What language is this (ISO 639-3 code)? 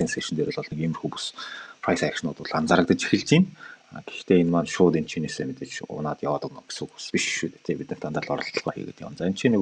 mon